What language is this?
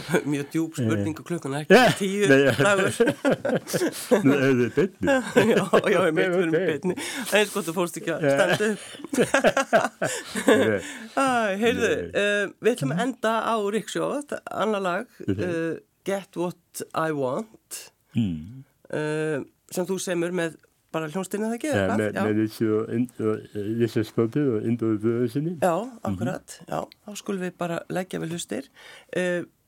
Icelandic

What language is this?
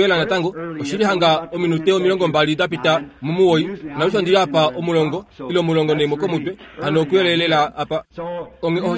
Kuanyama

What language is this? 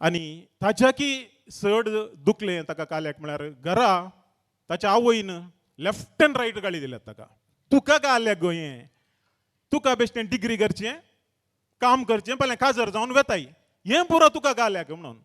Konkani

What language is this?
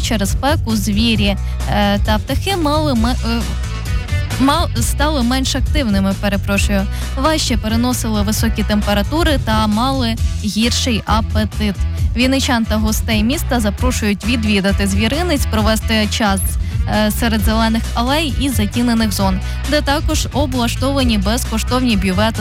Ukrainian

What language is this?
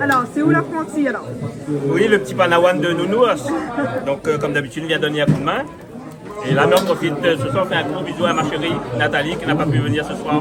Réunion Creole French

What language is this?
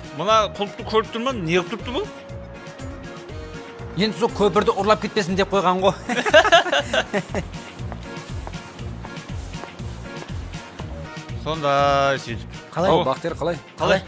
Kazakh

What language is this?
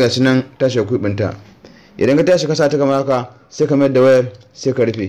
Hausa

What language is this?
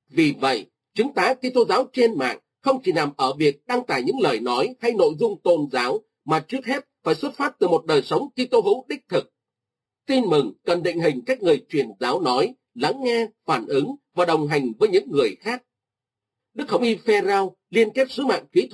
Vietnamese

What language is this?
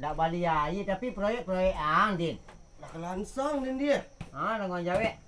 Minangkabau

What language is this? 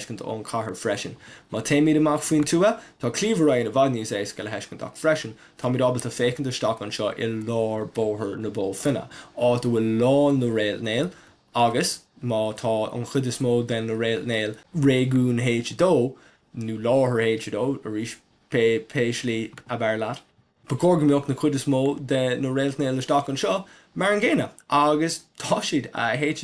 Irish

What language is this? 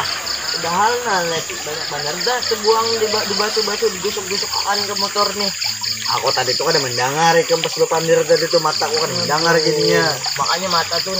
Banjar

